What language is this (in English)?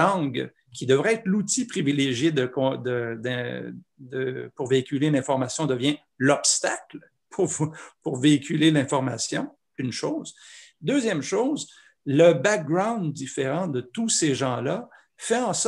French